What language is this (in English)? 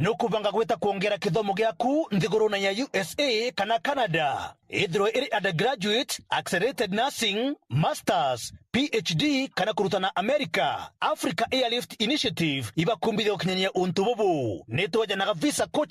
Meru